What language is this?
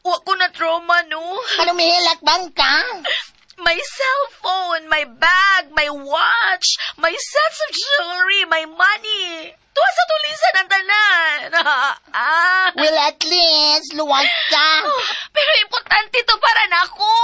Cebuano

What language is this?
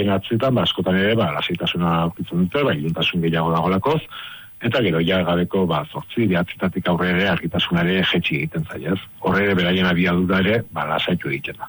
Basque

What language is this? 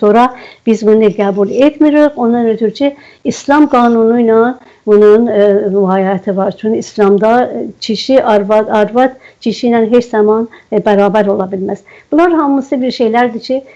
South Azerbaijani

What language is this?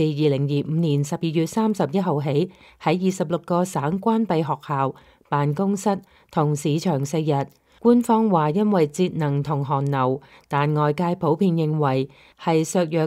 Cantonese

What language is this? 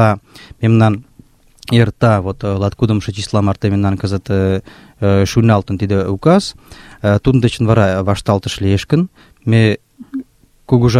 Mari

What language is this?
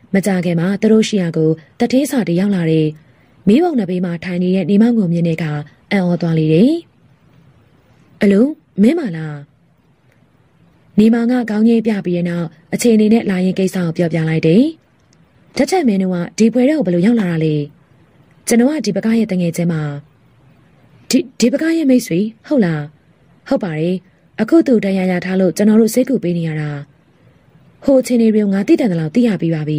Burmese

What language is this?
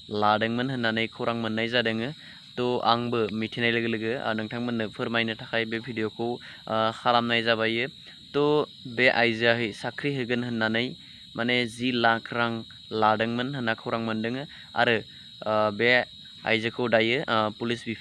Bodo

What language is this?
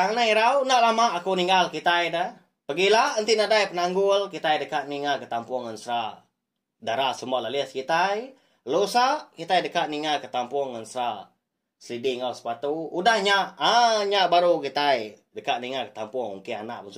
Iban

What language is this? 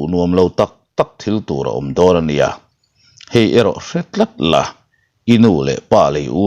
Mizo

